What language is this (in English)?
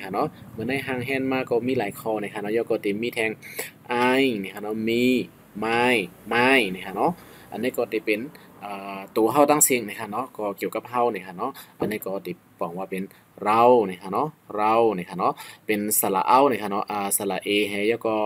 Shan